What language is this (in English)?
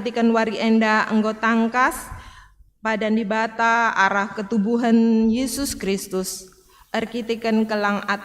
Batak Karo